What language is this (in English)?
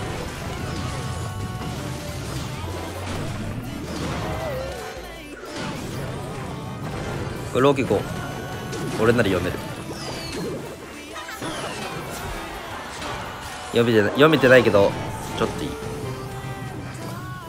Japanese